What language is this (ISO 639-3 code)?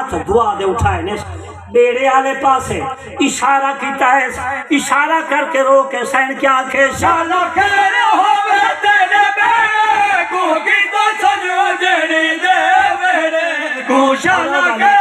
skr